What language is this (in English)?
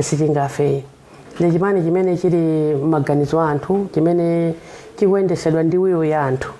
Nyanja